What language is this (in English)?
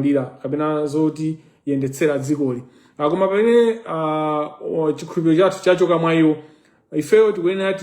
Nyanja